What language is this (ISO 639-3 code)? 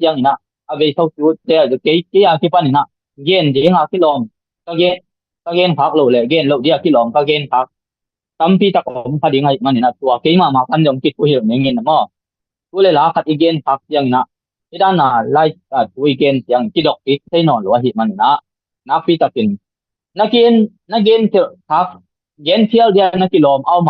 ctd